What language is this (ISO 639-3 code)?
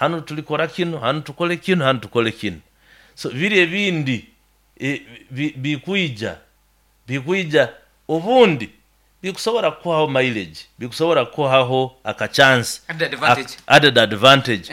nyo